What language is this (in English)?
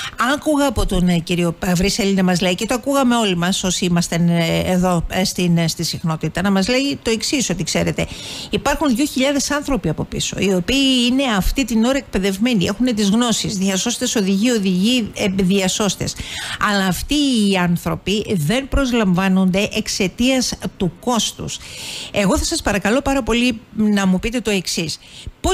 Greek